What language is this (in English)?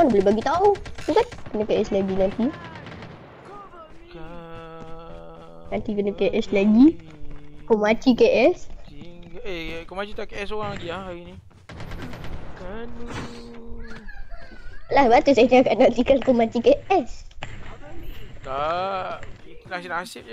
Malay